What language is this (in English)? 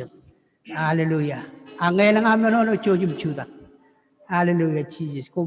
Marshallese